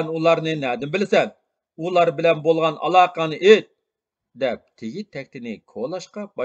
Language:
Uyghur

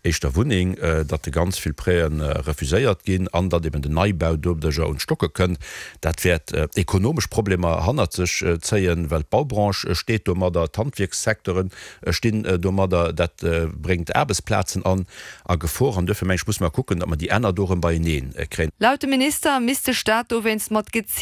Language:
Luxembourgish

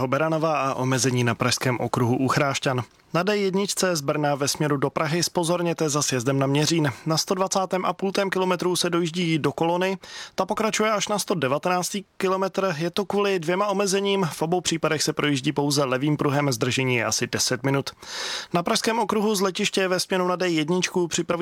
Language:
Czech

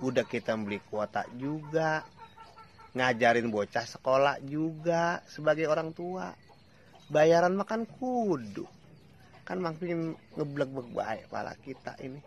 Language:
Betawi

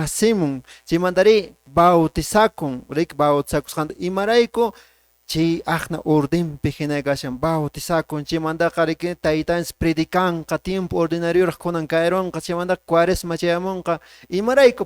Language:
Quechua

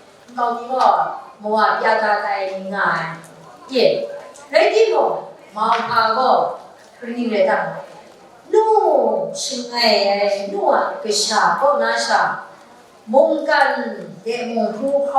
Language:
Kachin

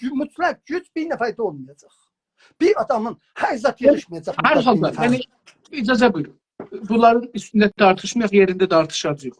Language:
South Azerbaijani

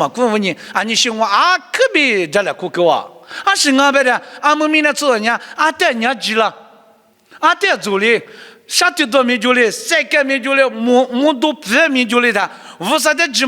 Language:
Lisu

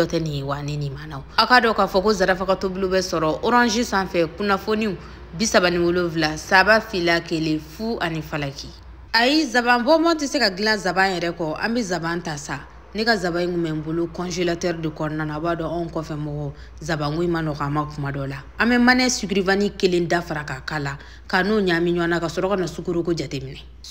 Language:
Bambara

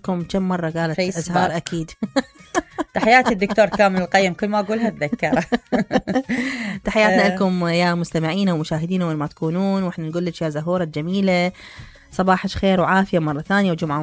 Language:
Mesopotamian Arabic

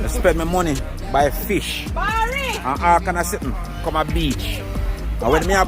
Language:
Jamaican Creole English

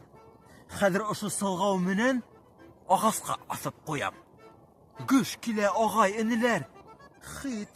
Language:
Bashkir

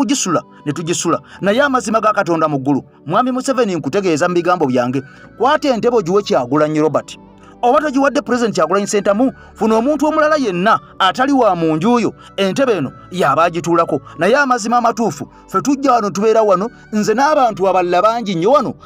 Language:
Ganda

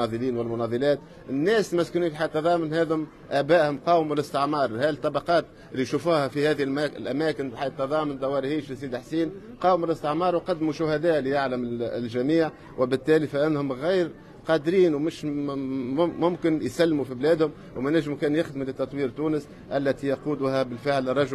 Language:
Tunisian Arabic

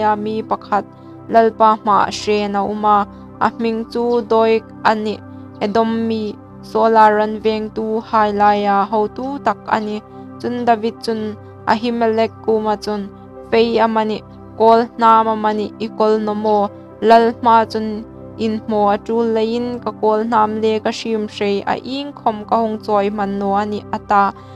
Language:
Hmar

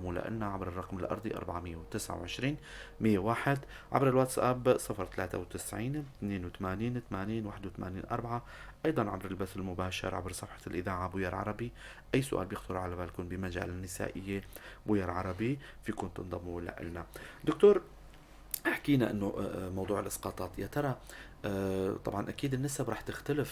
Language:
North Levantine Arabic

